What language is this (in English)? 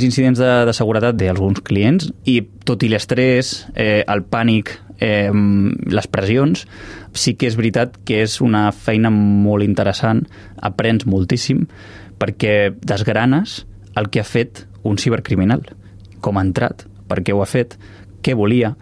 Catalan